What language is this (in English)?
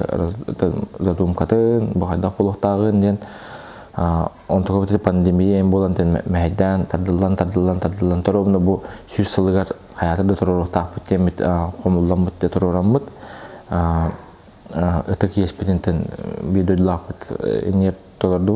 Yakut